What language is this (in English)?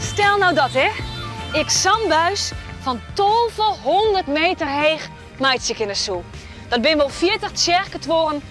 Western Frisian